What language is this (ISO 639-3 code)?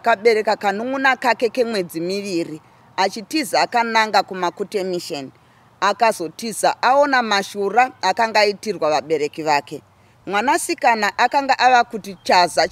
sna